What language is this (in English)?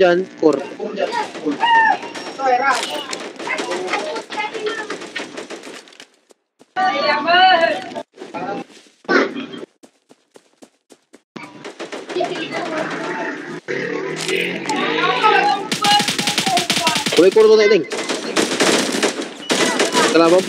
Filipino